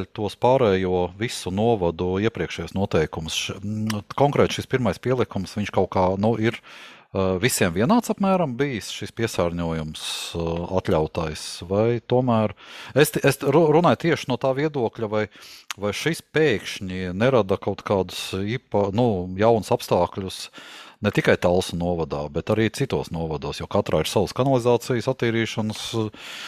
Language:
Latvian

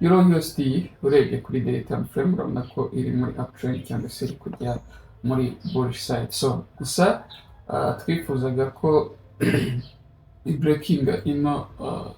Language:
Kinyarwanda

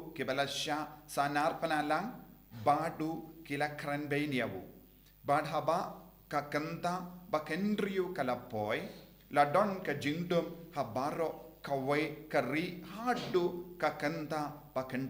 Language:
Khasi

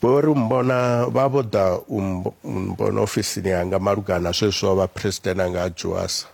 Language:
Venda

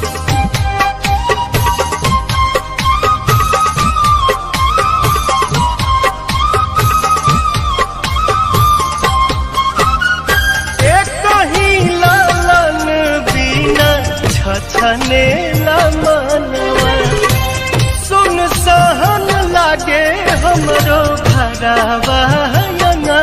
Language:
Bhojpuri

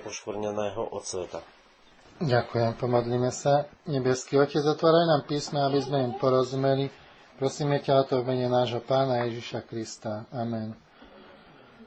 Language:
Slovak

